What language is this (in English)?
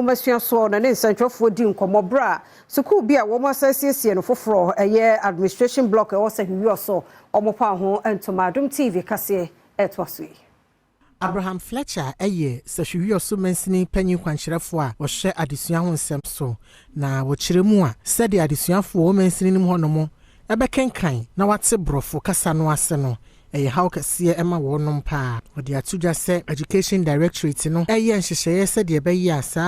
Akan